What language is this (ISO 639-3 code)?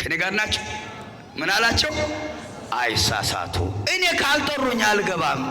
amh